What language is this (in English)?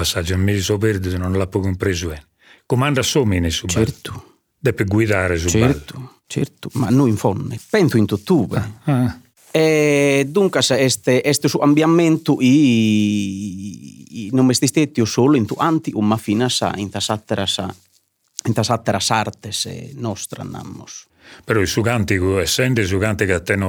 Sardinian